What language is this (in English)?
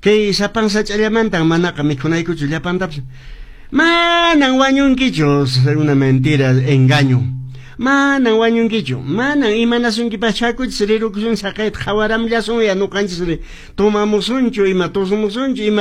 Quechua